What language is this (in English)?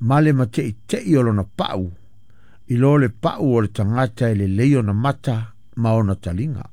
Samoan